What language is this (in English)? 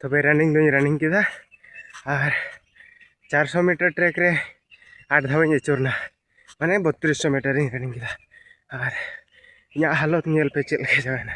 Santali